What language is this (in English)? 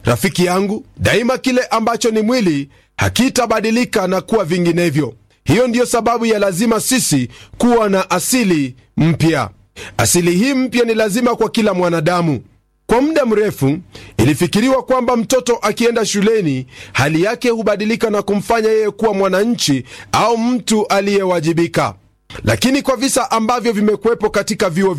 Swahili